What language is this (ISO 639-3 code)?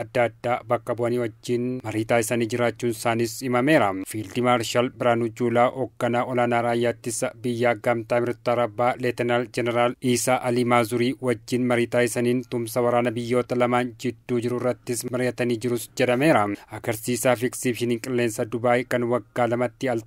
orm